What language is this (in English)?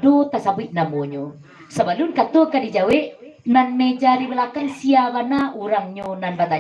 Minangkabau